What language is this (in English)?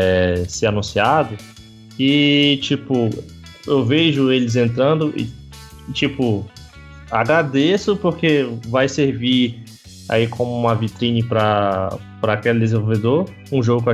Portuguese